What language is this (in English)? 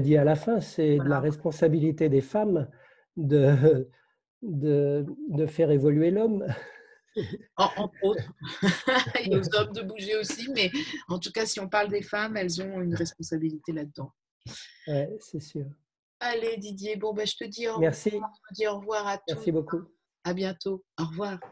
French